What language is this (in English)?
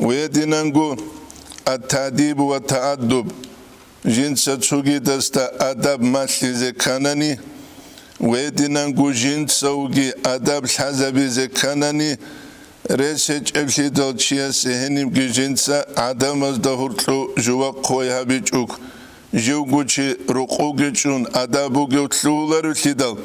Avaric